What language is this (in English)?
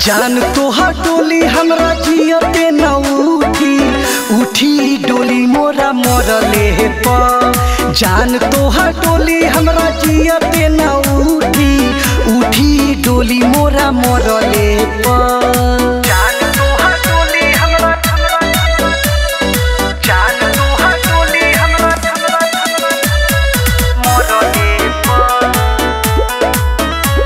Bhojpuri